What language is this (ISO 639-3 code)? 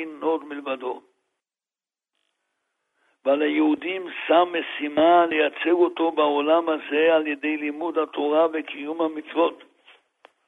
heb